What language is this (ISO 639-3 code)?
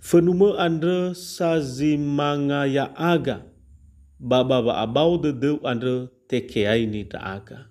nia